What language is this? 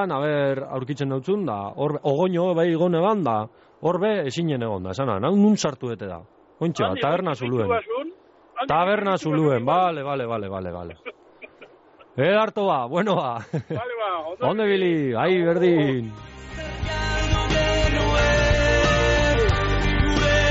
Basque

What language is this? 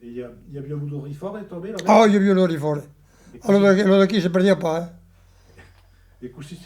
Occitan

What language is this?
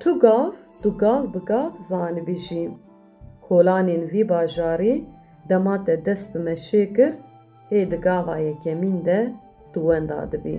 Kurdish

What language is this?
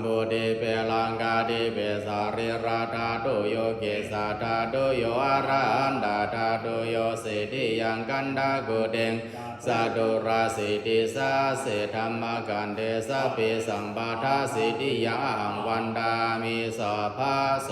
Pali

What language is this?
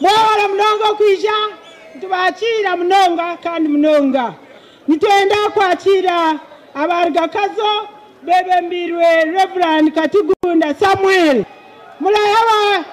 Nyankole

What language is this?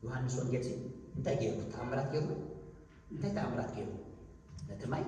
Tigrinya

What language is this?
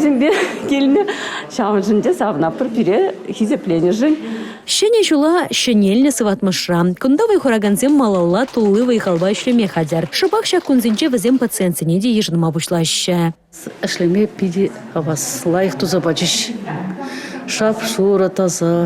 Chuvash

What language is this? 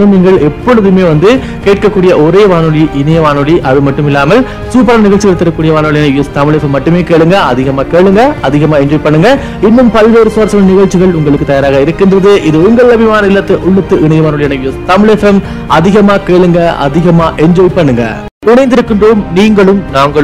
Tamil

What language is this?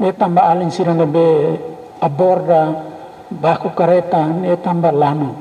Tetum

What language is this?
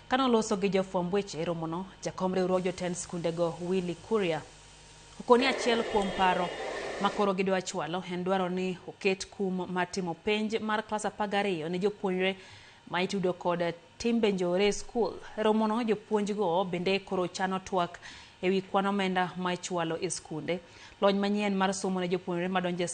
Luo (Kenya and Tanzania)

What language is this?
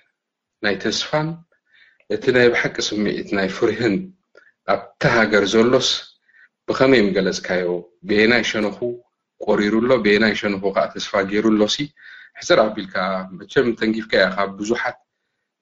Tigrinya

